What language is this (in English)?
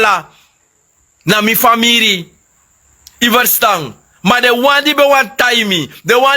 Sranan Tongo